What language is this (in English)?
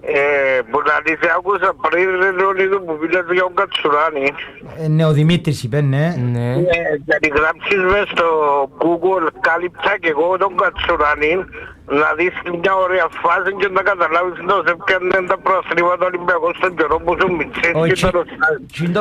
Greek